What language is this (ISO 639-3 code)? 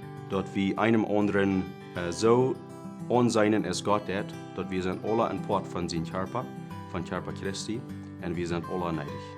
pdt